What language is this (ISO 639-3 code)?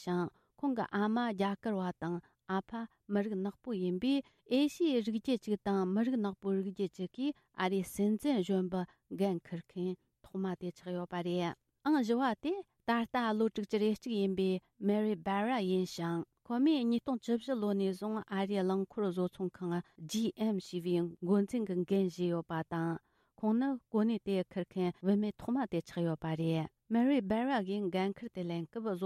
bod